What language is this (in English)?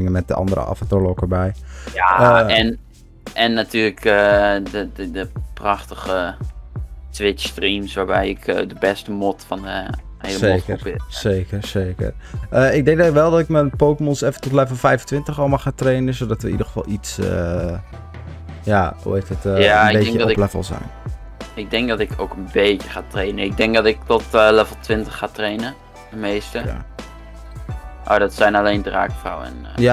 Dutch